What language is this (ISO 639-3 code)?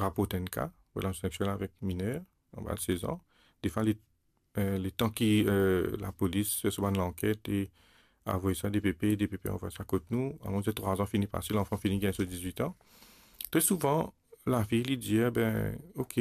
mfe